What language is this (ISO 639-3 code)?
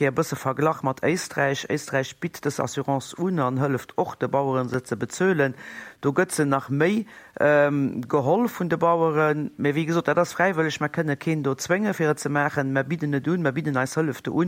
ltz